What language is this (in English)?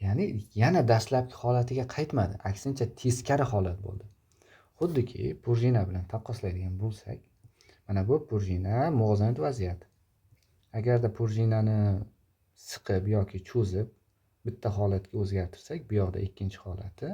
Uzbek